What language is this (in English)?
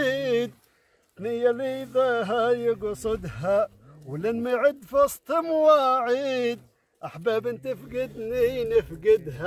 Tunisian Arabic